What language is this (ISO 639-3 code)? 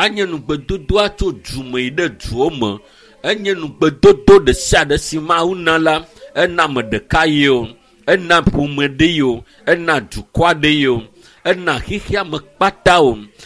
ewe